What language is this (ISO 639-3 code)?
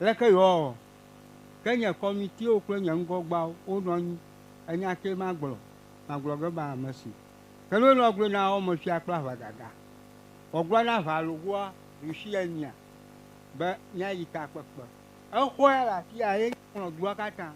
ewe